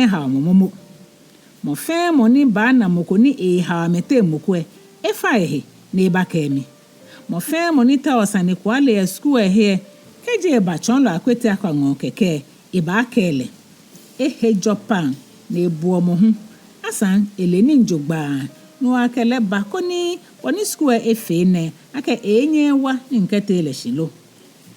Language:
Ga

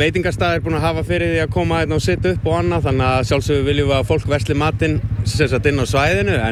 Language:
Icelandic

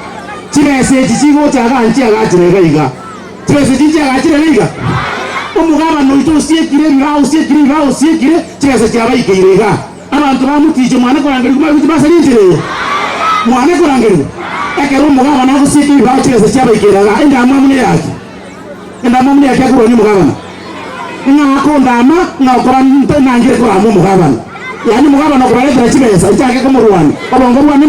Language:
Gusii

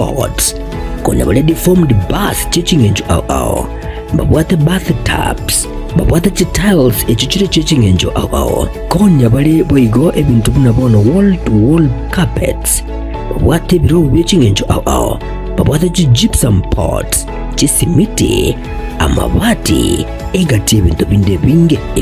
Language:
Gusii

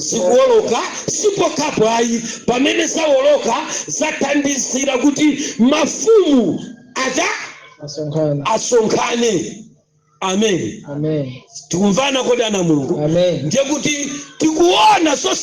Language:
Nyanja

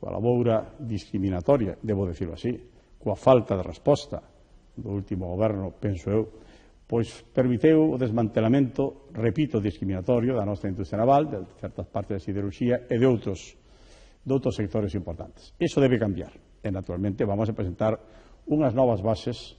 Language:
Galician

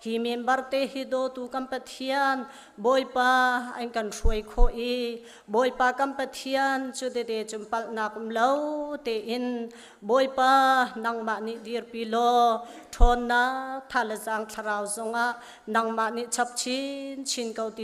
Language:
Hakha Chin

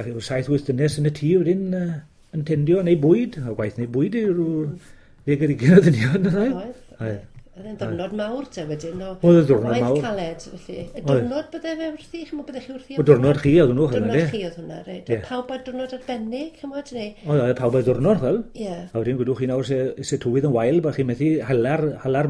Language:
Welsh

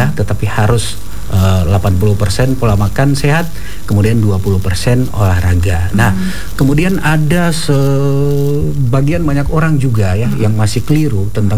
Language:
Indonesian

